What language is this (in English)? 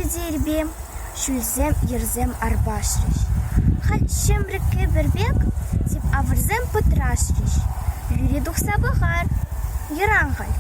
Chuvash